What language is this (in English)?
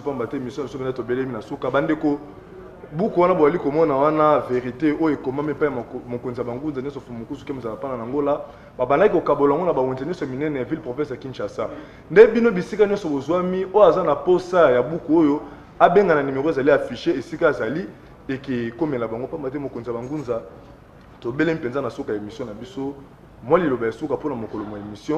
Lingala